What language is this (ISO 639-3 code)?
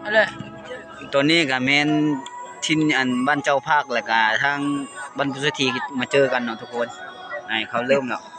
lao